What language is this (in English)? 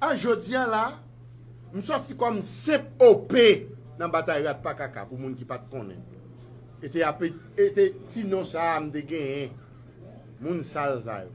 Haitian Creole